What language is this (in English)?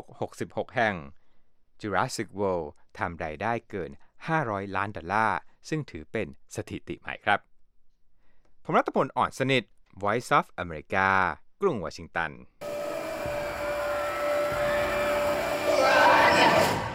Thai